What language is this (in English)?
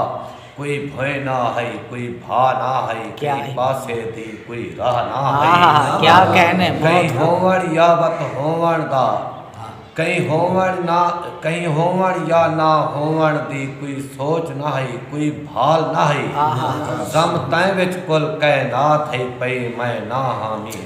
Saraiki